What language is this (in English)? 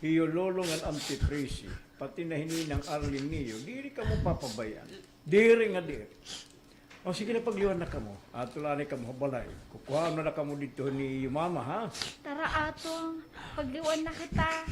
Waray